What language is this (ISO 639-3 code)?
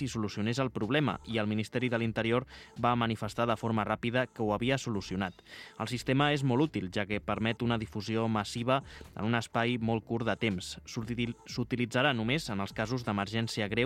cat